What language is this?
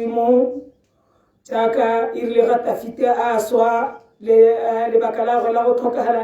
Tswana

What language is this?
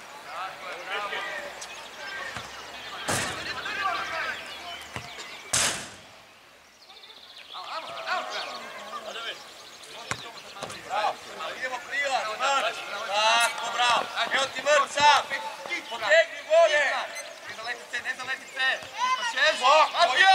Croatian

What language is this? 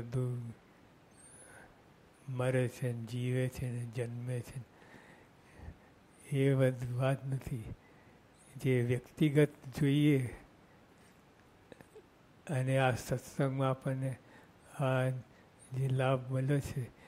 Gujarati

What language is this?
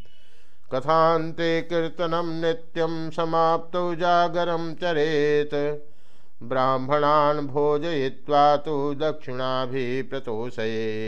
Sanskrit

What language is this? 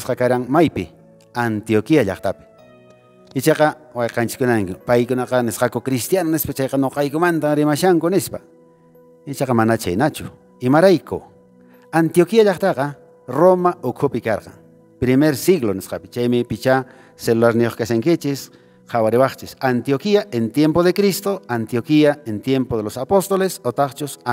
Quechua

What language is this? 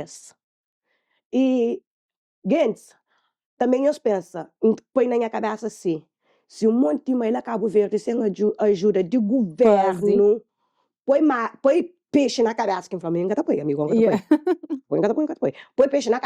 Kabuverdianu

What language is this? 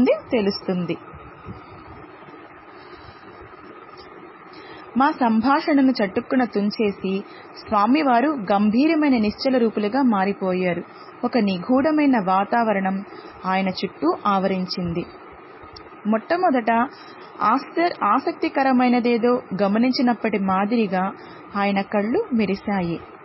Telugu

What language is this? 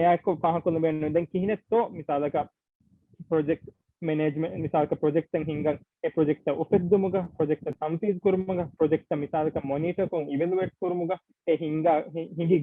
Divehi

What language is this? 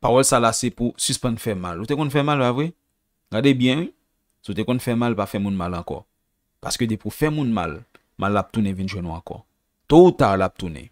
Haitian Creole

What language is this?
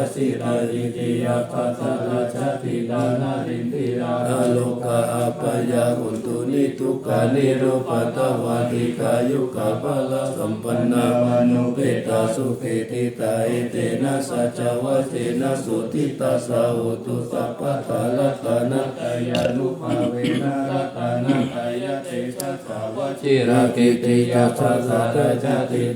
Pali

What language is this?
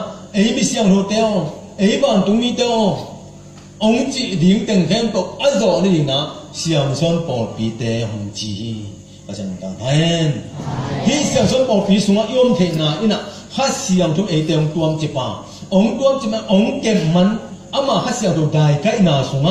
Tedim Chin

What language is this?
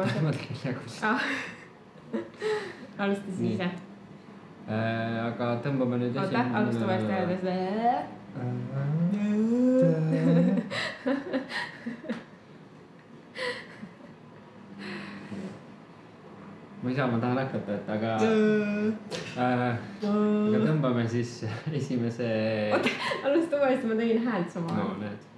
Estonian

